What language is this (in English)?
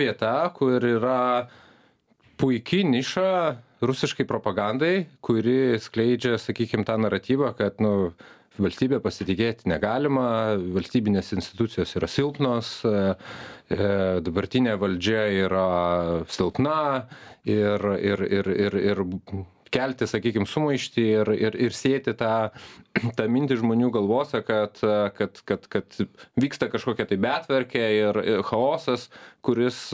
Lithuanian